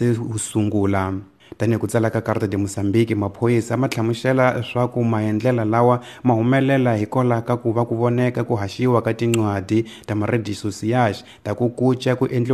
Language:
Tsonga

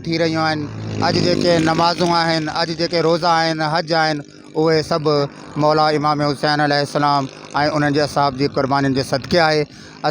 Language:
Sindhi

